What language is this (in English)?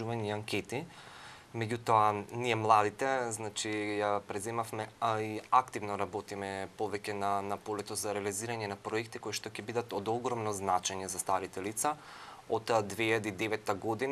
Macedonian